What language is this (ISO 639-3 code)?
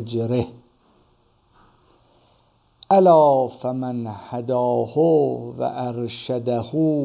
fas